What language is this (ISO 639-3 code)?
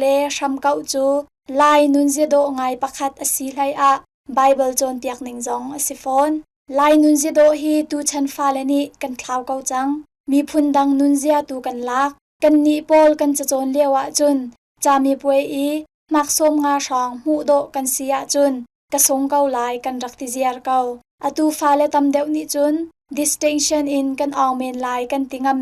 cnh